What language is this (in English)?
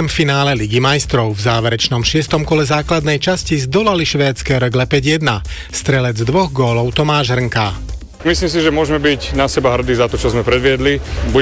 Slovak